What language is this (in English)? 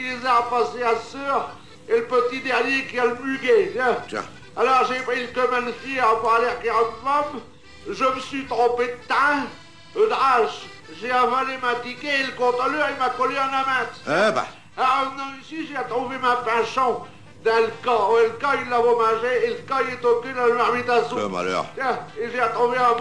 Picard